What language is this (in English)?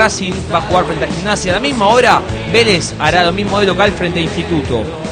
Spanish